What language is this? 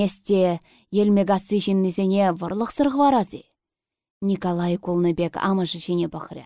Chuvash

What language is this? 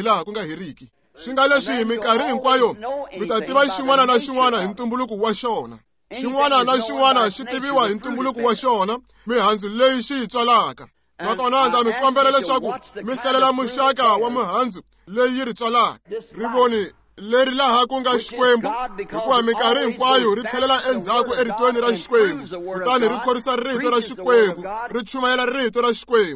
Tsonga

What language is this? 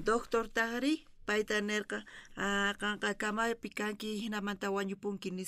South Bolivian Quechua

